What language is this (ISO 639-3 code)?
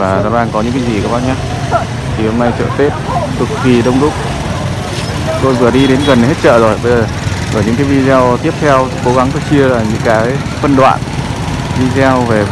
vie